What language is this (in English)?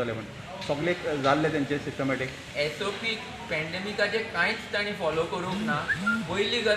Konkani